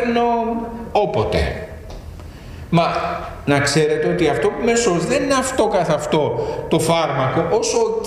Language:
Greek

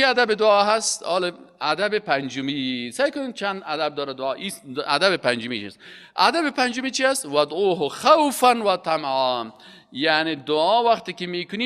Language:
Persian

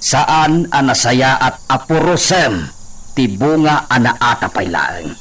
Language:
Iloko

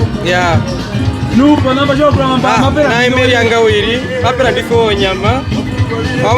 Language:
Herero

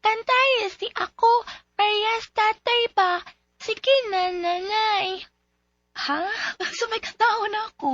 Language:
Cebuano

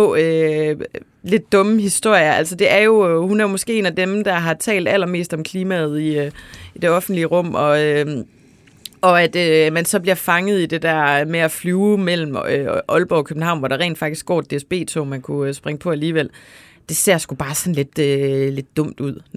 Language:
Danish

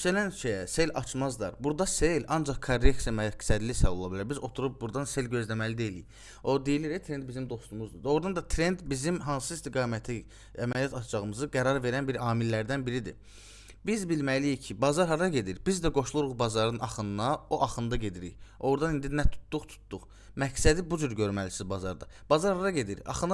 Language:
Azerbaijani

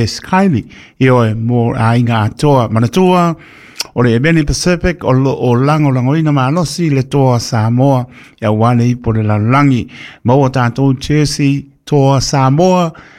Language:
Samoan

